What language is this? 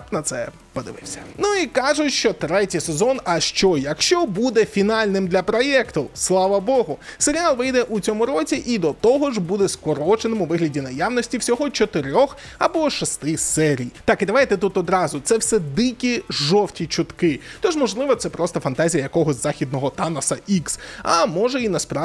Ukrainian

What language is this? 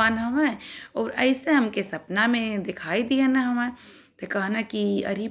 Bhojpuri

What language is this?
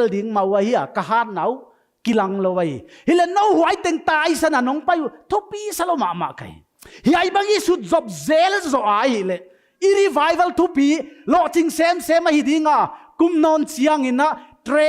Paite Chin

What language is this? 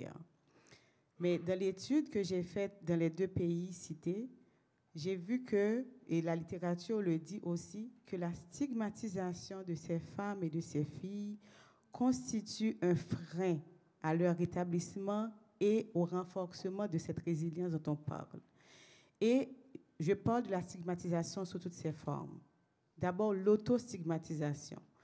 French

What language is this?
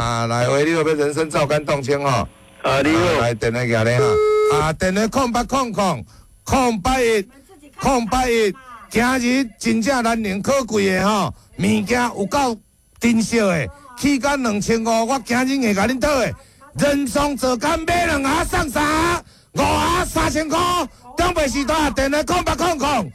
Min Nan Chinese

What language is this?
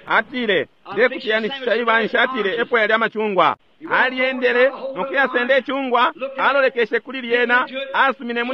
Bemba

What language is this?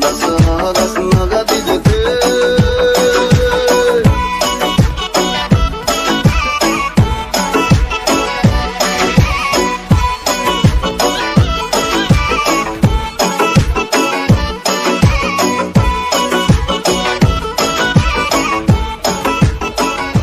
Kazakh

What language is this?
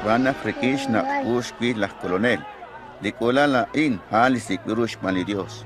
Kekchí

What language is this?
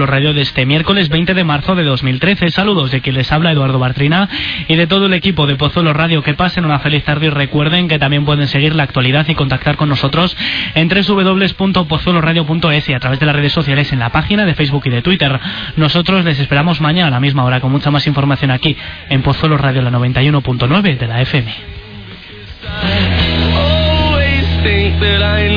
Spanish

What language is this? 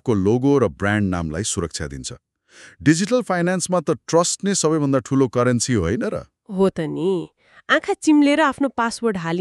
Nepali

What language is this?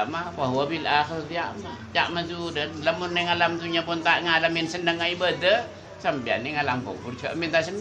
Madurese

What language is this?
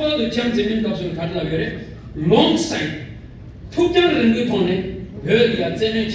Tibetan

